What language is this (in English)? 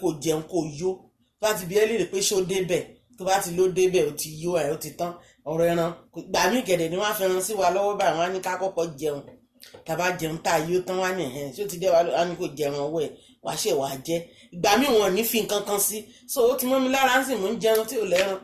Yoruba